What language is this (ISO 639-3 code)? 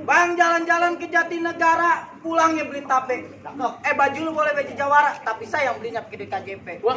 bew